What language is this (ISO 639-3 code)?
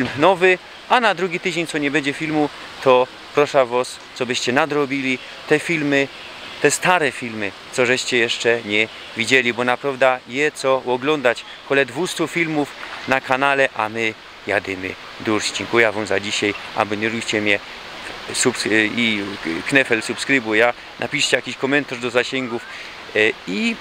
szl